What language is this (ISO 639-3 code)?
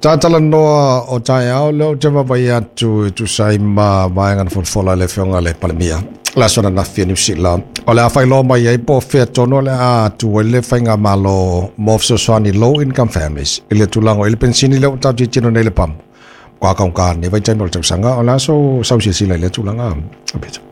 smo